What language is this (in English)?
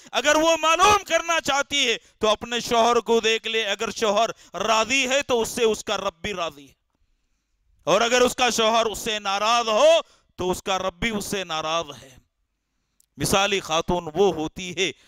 Urdu